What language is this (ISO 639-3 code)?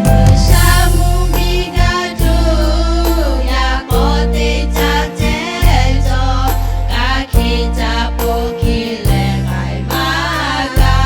lhu